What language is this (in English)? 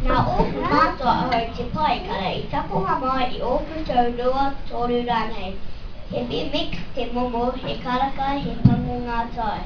Māori